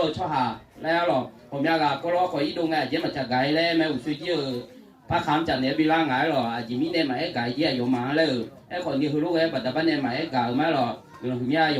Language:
Akha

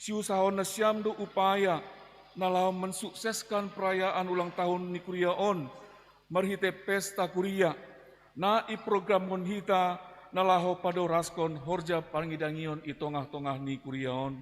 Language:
Batak Simalungun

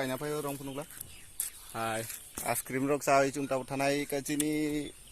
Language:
Kok Borok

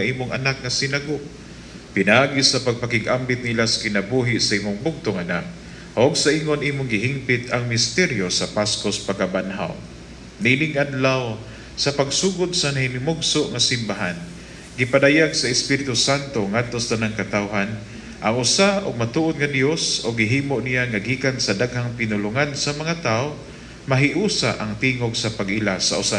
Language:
Cebuano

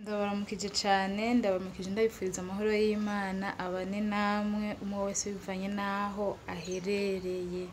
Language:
Rundi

